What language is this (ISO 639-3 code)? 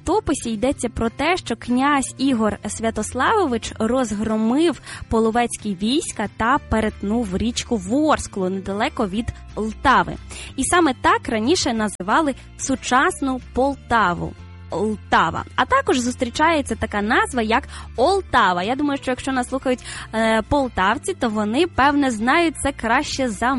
ukr